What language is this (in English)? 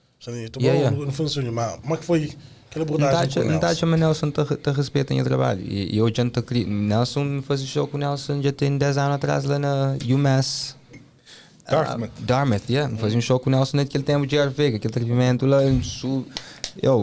Kabuverdianu